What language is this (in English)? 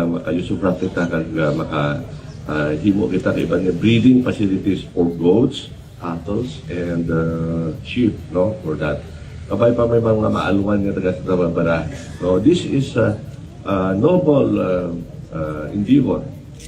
Hiligaynon